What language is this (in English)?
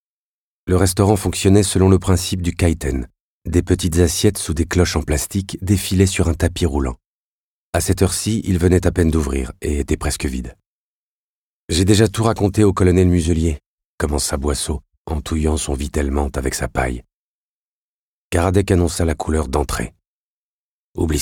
French